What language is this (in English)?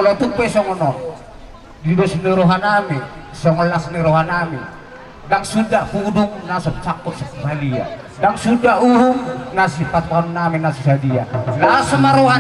Batak Toba